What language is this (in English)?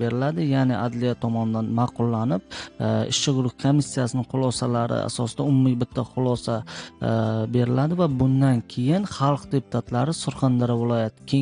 Uzbek